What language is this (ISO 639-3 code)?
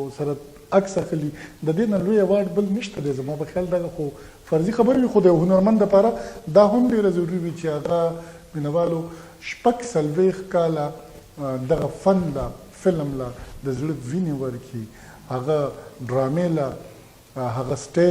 pus